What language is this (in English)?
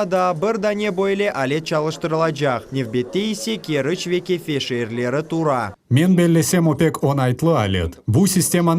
Crimean Tatar